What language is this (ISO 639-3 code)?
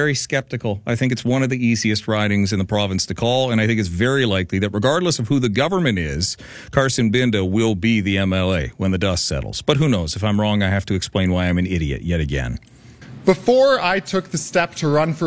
eng